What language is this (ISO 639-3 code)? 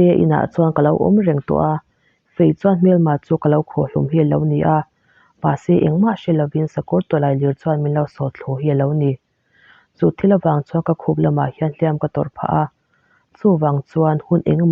lus